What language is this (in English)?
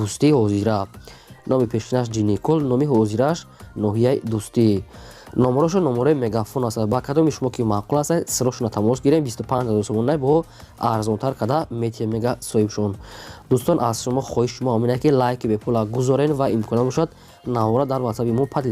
Tajik